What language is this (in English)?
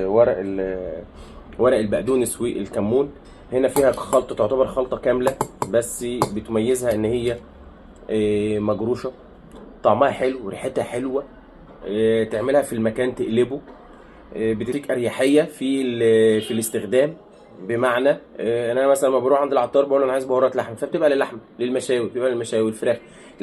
Egyptian Arabic